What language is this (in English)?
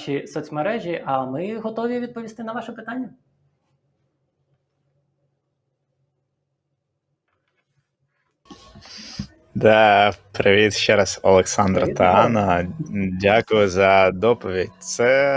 Ukrainian